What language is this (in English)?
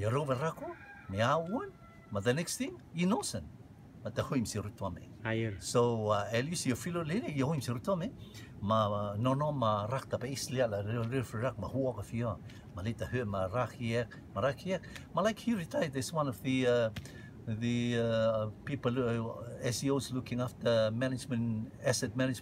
Rotuman